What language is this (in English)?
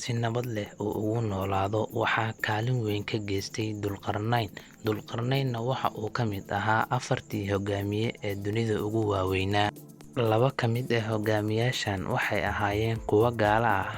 Somali